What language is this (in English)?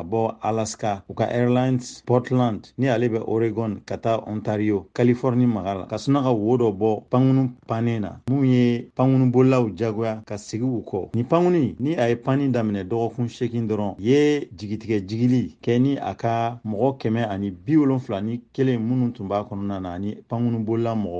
Bambara